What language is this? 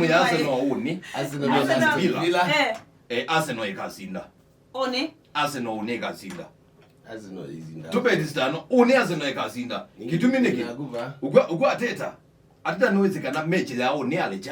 Kamba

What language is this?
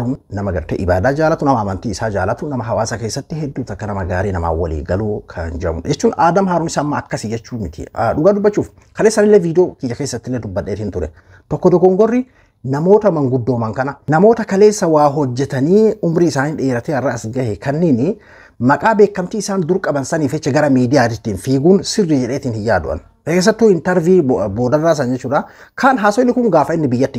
Oromo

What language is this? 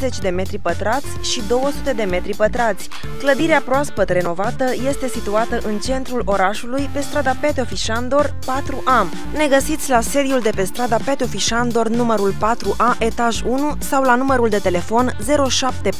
Romanian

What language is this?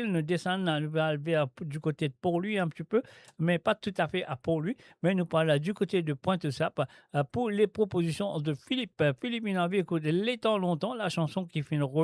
Morisyen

